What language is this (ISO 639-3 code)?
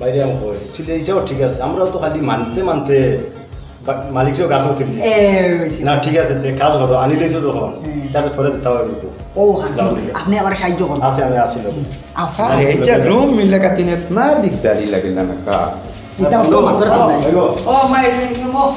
syl